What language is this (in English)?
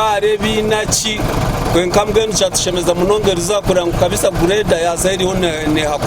Nyankole